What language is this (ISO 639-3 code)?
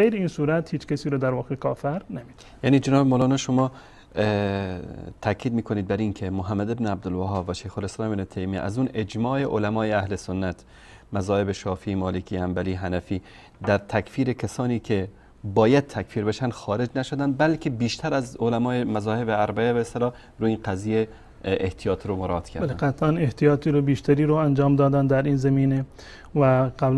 fas